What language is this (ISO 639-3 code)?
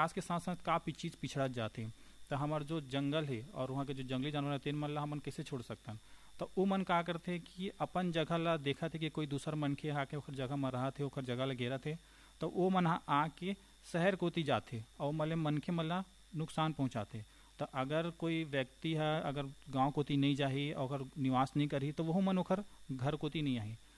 hne